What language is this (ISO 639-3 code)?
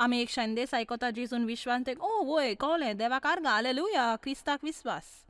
kok